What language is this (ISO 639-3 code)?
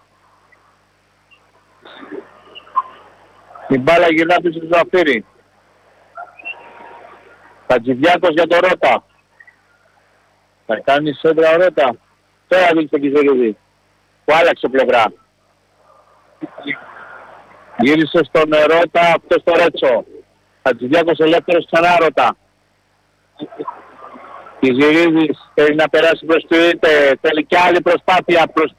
ell